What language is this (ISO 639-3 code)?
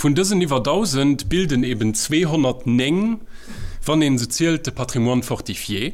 ltz